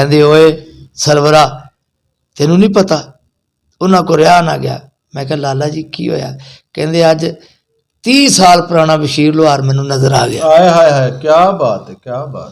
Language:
Western Panjabi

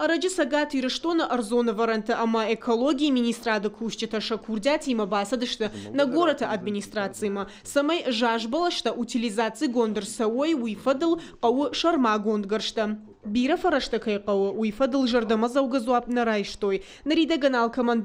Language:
Ossetic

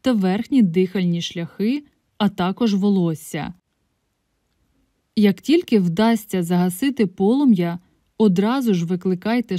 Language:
Ukrainian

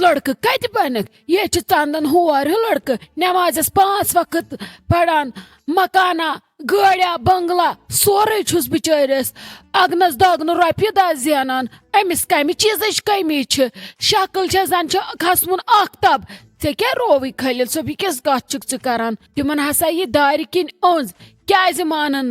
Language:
Kashmiri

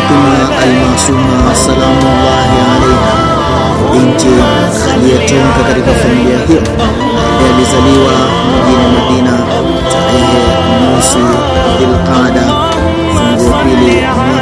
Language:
Swahili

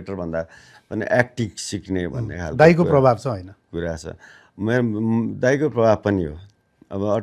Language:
Nepali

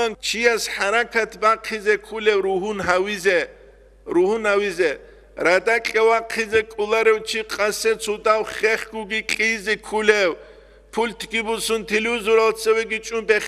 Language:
Avaric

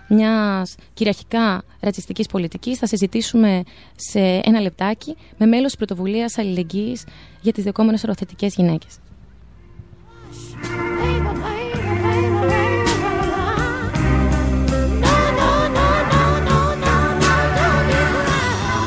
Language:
Greek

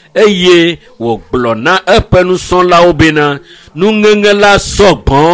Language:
Ewe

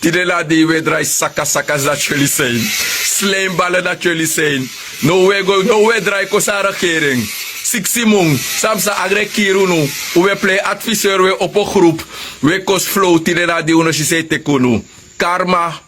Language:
Sranan Tongo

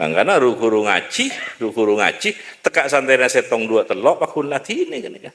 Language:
Madurese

